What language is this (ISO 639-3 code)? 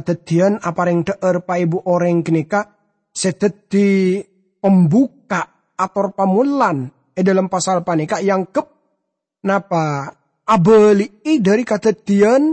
mad